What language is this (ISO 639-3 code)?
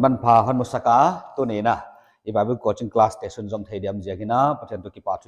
pck